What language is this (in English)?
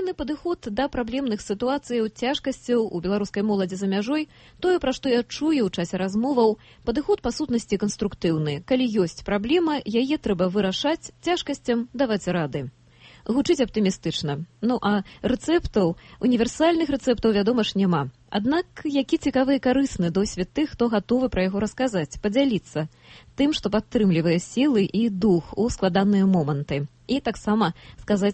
Belarusian